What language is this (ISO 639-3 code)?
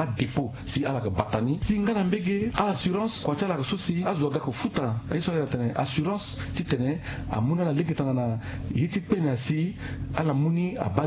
sag